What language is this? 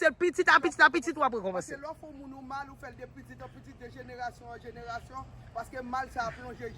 Haitian Creole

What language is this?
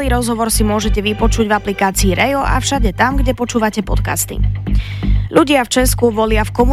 Slovak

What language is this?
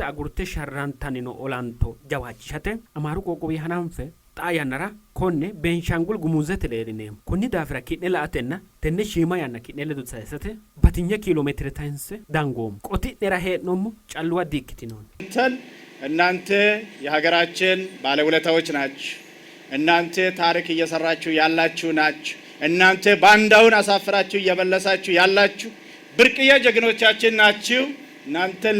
Sidamo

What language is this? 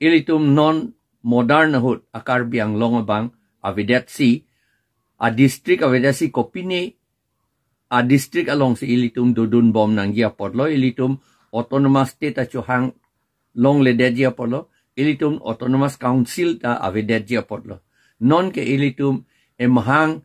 Karbi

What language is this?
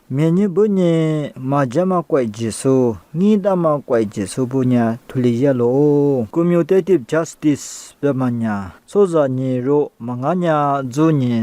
Lisu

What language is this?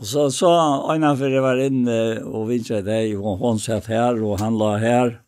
Faroese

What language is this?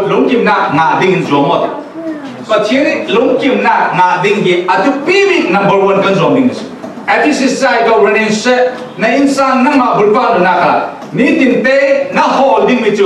Falam Chin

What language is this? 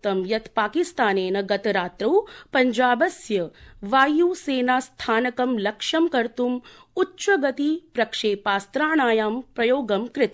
Sanskrit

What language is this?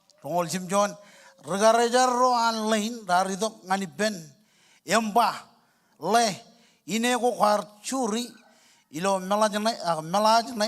Marshallese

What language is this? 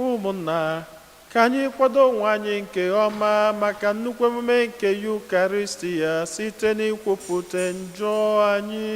Igbo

